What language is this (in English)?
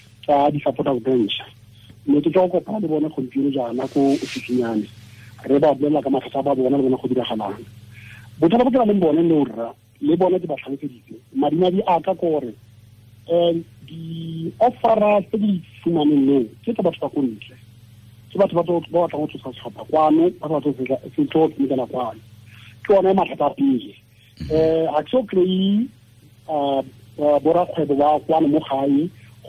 Tswana